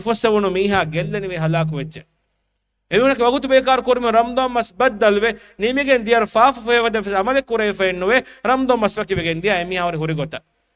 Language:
Divehi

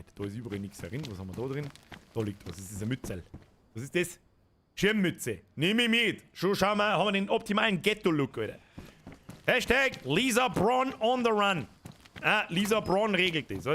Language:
Bavarian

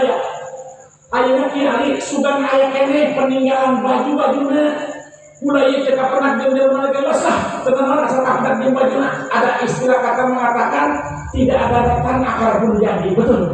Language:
Sundanese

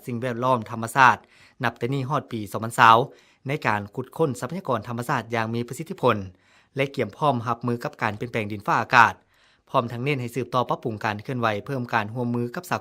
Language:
Lao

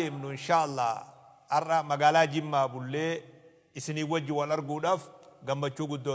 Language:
Oromo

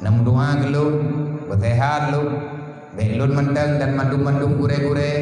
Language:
Achinese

